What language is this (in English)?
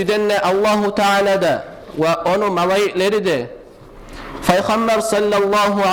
Kumyk